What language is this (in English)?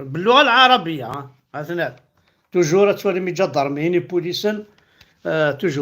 Kabyle